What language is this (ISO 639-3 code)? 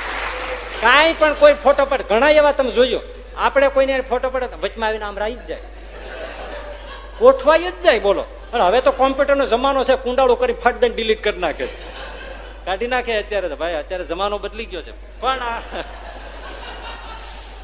guj